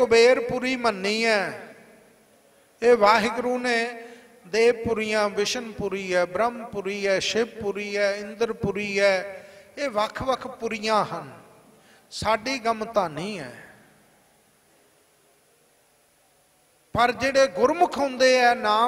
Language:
Punjabi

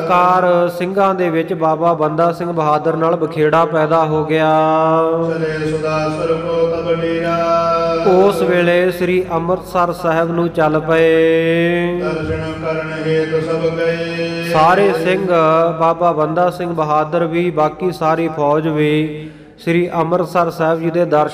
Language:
Punjabi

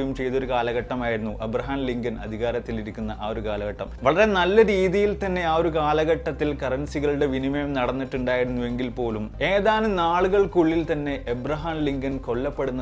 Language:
Malayalam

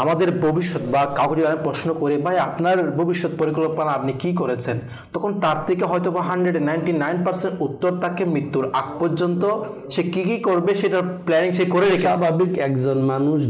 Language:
Bangla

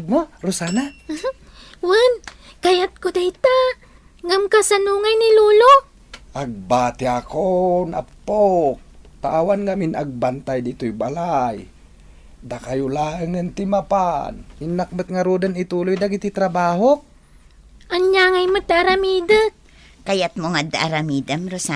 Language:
Iloko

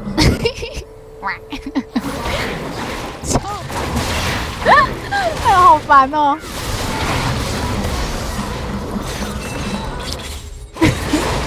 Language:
Chinese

